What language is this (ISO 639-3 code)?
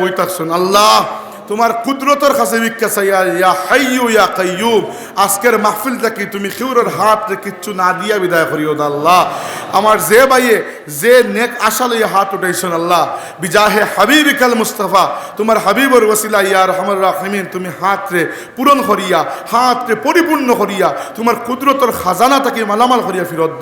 syl